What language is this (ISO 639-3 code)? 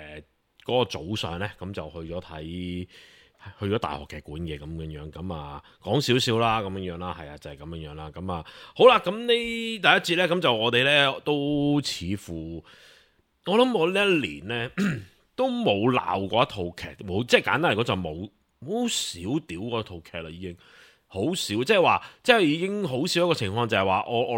yue